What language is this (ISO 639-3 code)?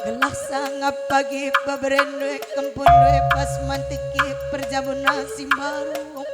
btx